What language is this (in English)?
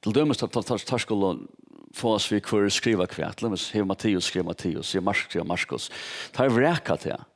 Faroese